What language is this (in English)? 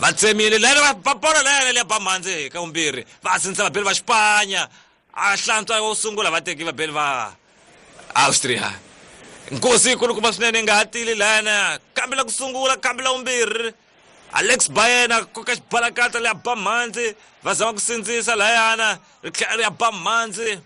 Tsonga